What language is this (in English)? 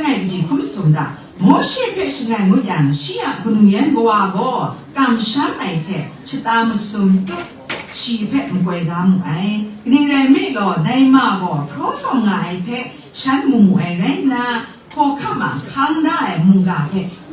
Kachin